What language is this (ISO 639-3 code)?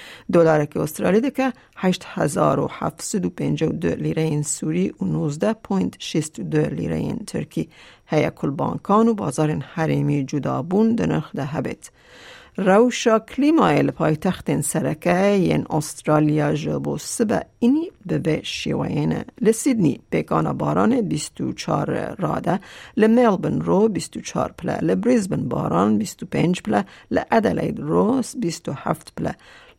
kur